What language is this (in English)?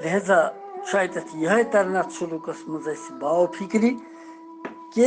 Kashmiri